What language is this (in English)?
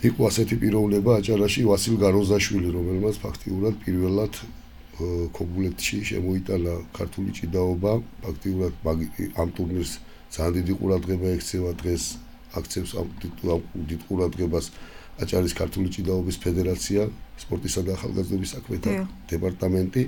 Georgian